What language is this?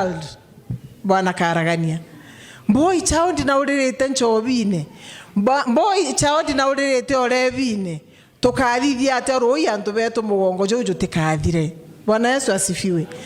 Meru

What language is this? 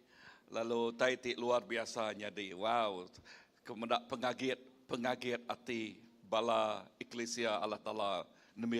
Iban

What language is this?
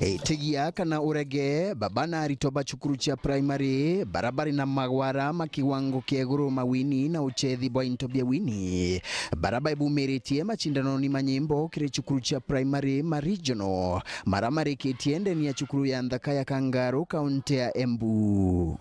Meru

